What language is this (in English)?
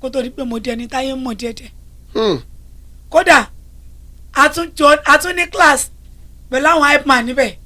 Yoruba